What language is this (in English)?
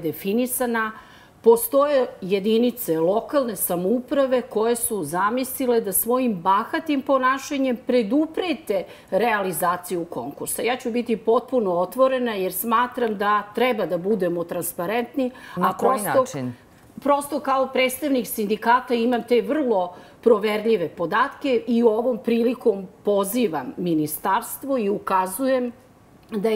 Serbian